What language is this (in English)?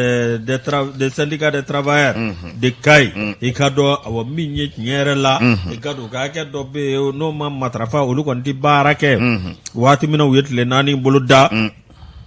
Bambara